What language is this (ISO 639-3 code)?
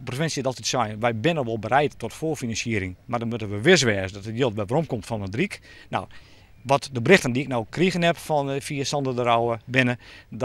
fry